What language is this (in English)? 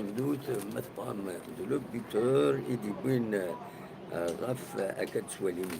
Kabyle